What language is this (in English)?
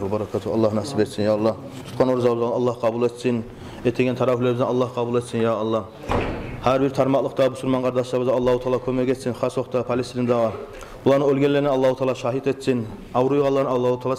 Kumyk